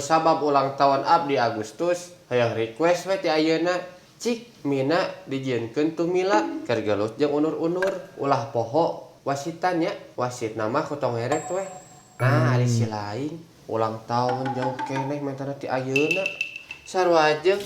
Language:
Sundanese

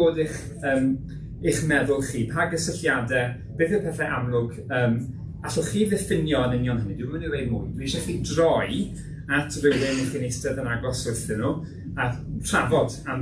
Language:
Welsh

